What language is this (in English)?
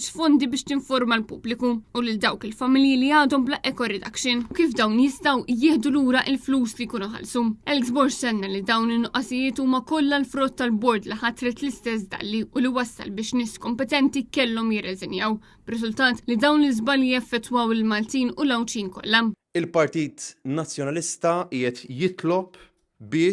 Maltese